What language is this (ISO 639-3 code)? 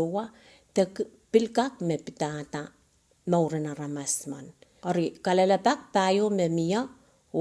pon